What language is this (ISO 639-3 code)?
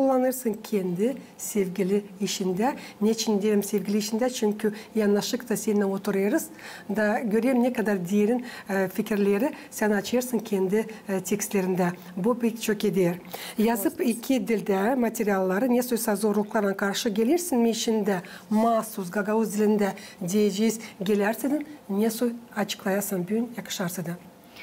gag